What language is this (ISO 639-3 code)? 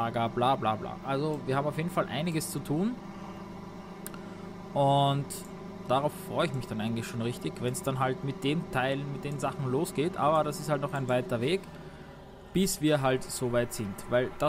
deu